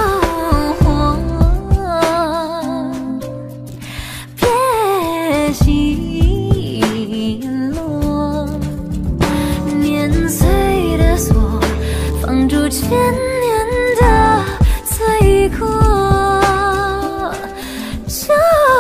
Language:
Chinese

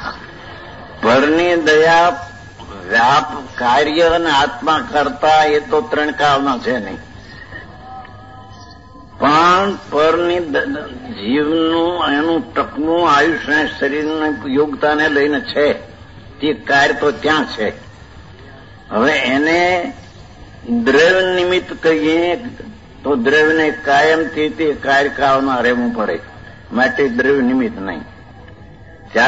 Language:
Gujarati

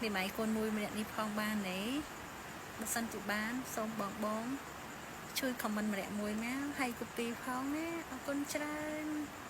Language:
Khmer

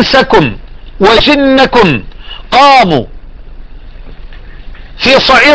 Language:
Arabic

